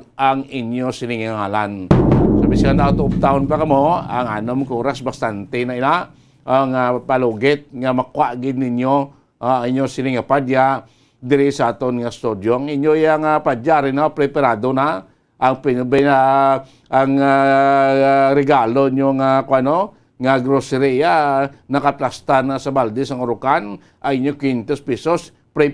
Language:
Hiligaynon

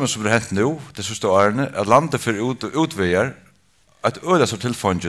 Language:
Faroese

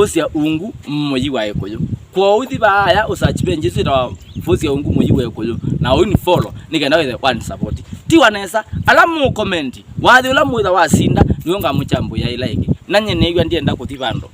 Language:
Kamba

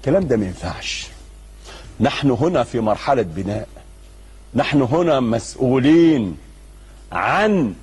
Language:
Egyptian Arabic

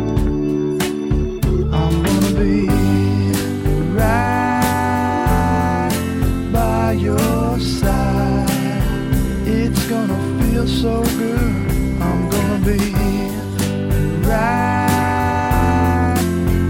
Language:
English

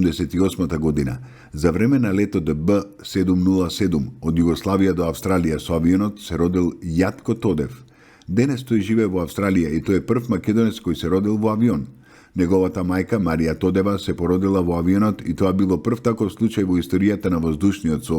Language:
Macedonian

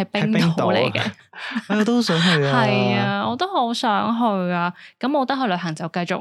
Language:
Cantonese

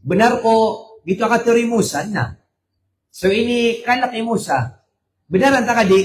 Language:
Maranao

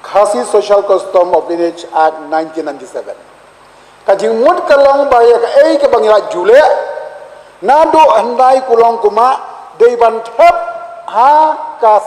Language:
Khasi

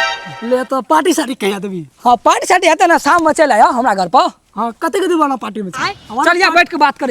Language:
Maithili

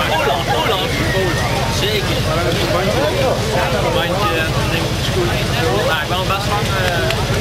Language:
Dutch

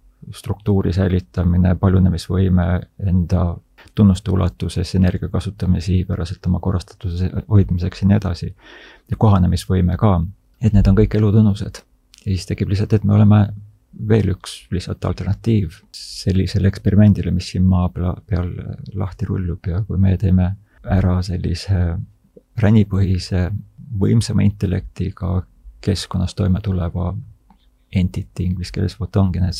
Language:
Estonian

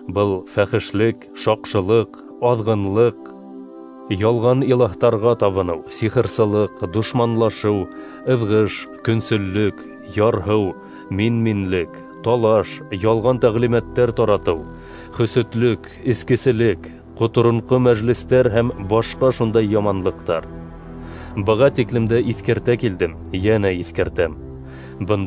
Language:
Bashkir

